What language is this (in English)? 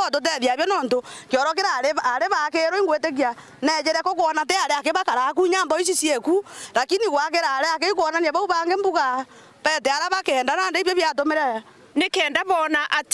Meru